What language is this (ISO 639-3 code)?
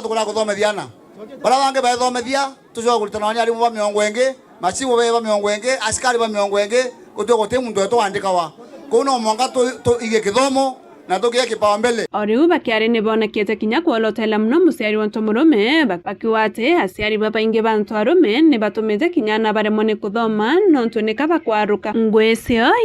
mer